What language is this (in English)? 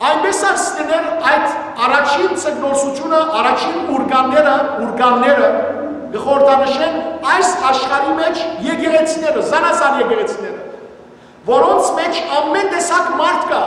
Western Armenian